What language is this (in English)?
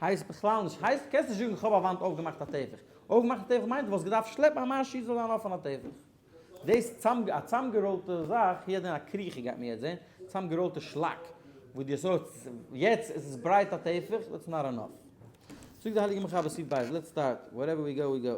Yiddish